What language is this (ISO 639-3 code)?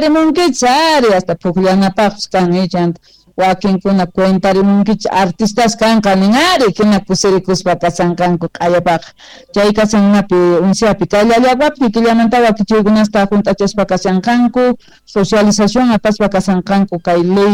que